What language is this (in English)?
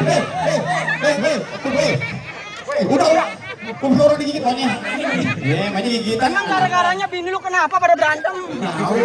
Betawi